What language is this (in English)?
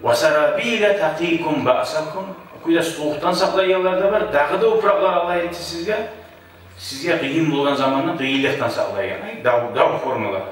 Kumyk